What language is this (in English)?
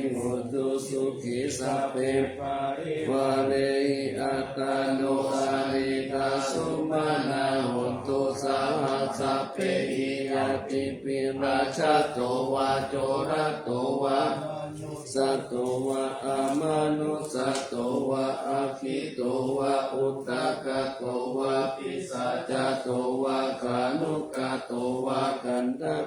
Pali